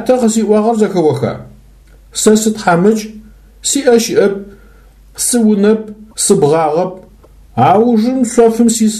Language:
Adyghe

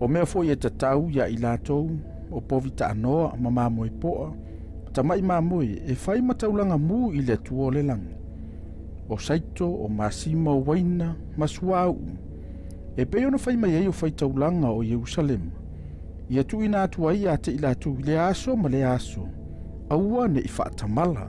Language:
Samoan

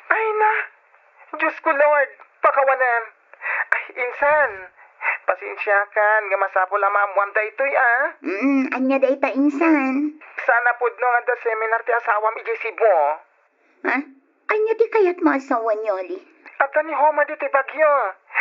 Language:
Iloko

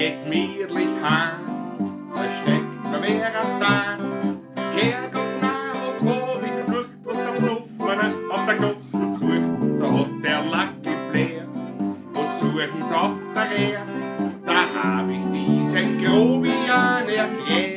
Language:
Bavarian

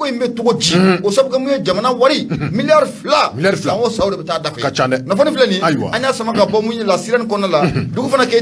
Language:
Bambara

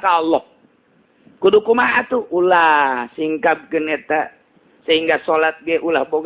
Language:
Sundanese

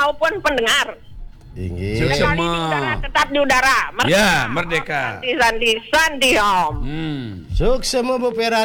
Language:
Balinese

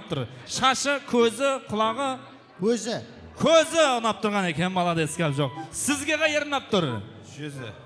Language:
Kara-Kalpak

